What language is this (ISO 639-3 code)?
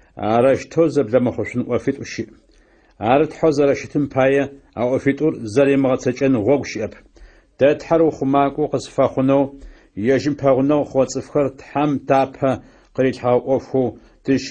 ady